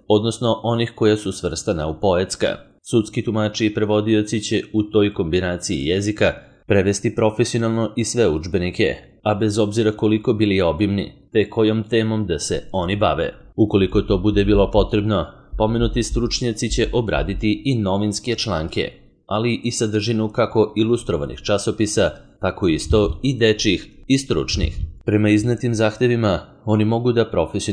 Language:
Serbian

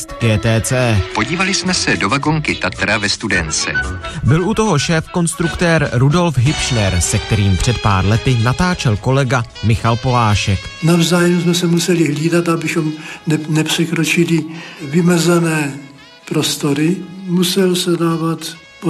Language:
Czech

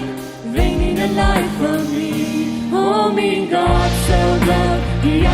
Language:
Plautdietsch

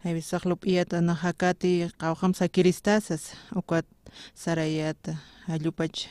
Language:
Aymara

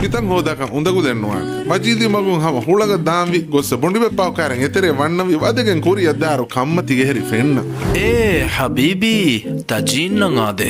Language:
Divehi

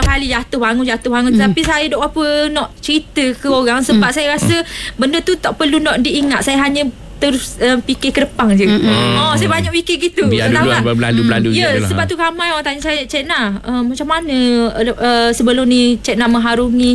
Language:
Malay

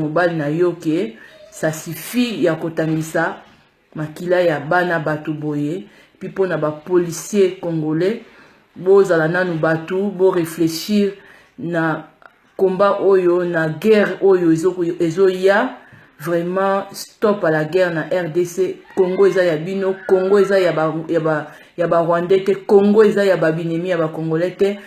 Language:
Lingala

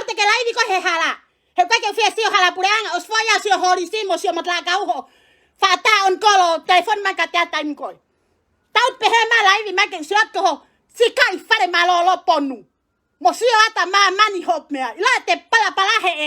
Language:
Tongan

